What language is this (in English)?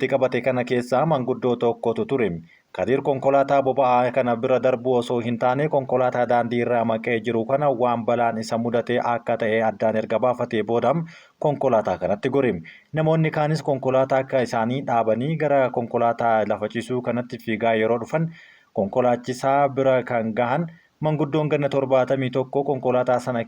Oromo